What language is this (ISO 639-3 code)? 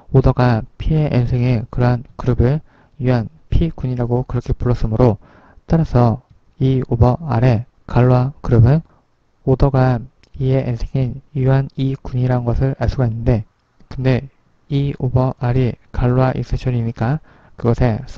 kor